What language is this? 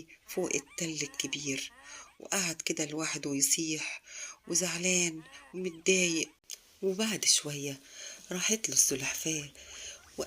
Egyptian Arabic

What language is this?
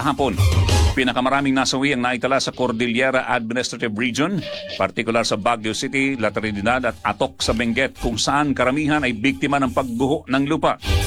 Filipino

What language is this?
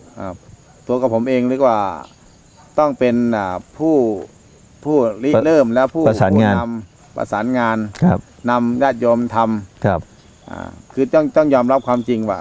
Thai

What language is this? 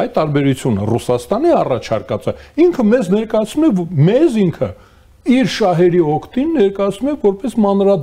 Armenian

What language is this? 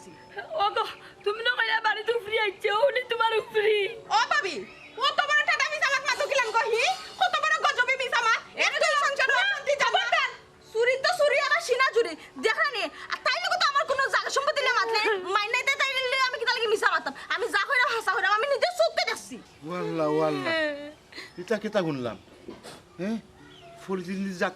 Sylheti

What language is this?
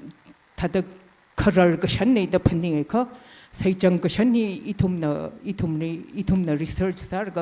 Tangkhul Naga (India)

